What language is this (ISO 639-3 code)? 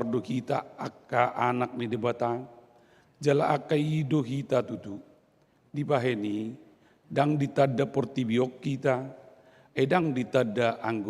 bbc